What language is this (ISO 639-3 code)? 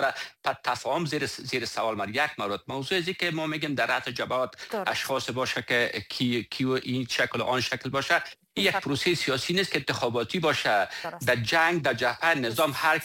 fas